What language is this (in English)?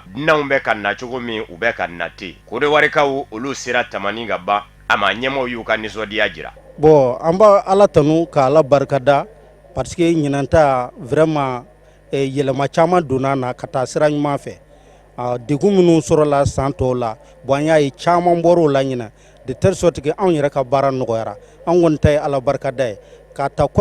Bambara